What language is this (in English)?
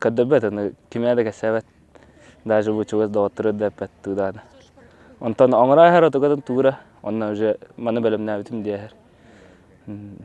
Yakut